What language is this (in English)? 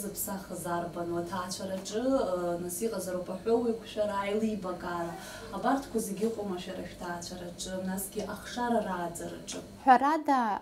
Abkhazian